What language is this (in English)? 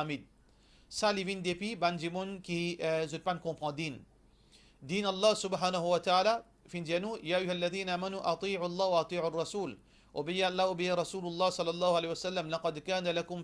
Morisyen